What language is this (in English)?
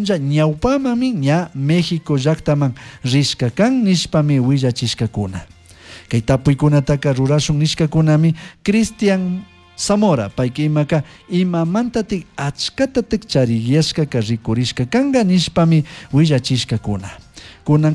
Chimborazo Highland Quichua